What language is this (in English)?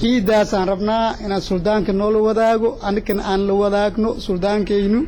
Somali